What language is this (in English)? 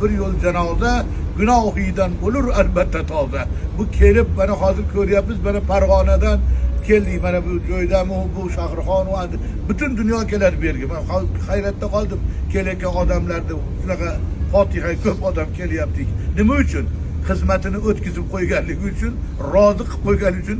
Uzbek